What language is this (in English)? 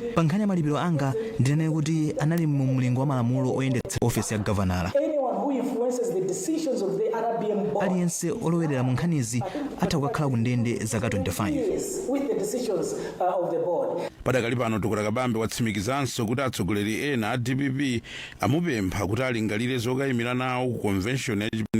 Nyanja